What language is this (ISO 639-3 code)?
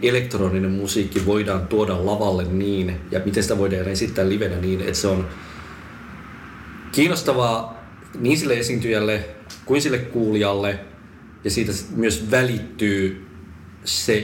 fin